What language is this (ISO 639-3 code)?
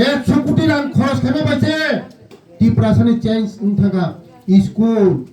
trp